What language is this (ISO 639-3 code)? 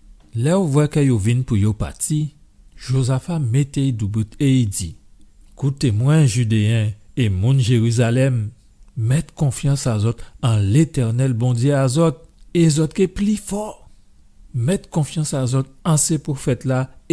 gcf